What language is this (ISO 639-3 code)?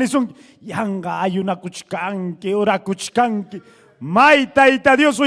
quy